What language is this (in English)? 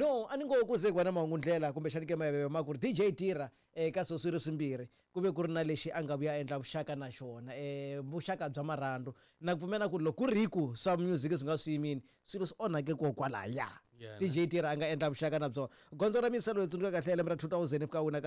Tsonga